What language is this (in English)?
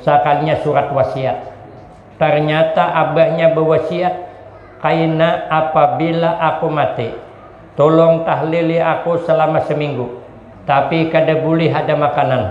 Banjar